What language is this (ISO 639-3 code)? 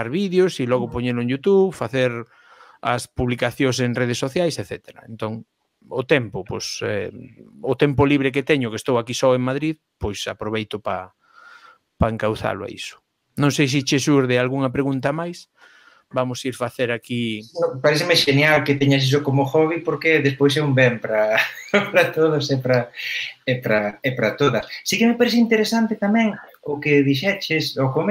glg